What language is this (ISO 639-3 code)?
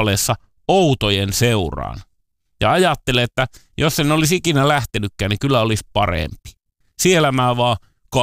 fin